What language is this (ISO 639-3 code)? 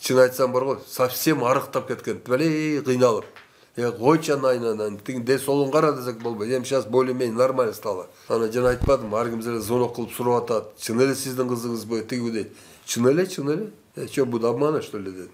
kir